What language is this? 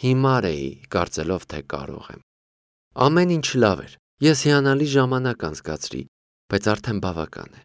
Armenian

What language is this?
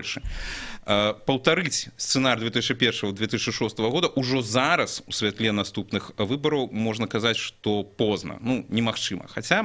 Belarusian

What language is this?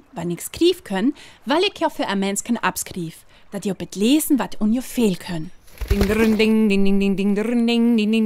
Northern Frisian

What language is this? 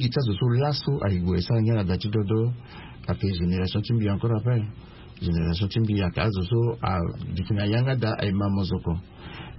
Sango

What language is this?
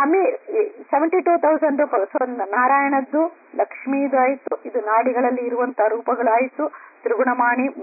Kannada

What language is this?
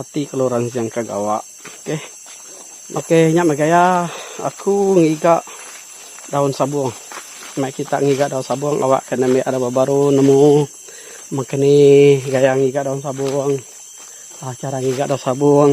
Iban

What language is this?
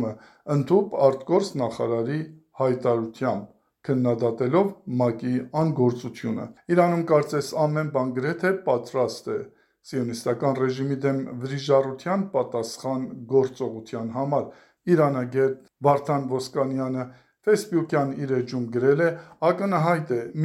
Armenian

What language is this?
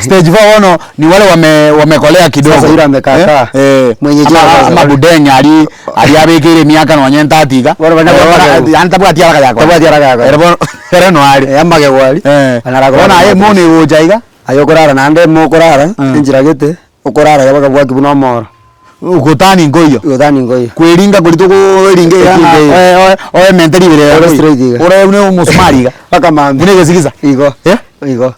Gusii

